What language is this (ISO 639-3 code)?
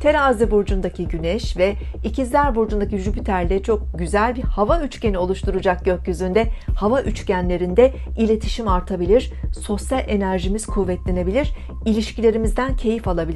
tur